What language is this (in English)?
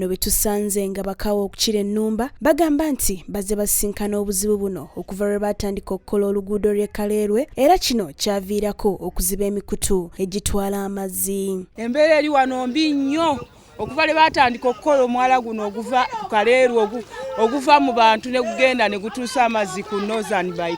Ganda